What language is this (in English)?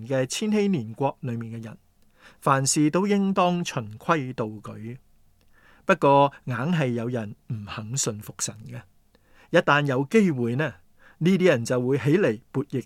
Cantonese